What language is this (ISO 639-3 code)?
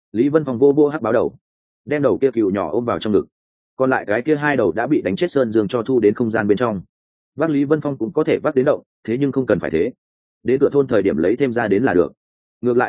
vie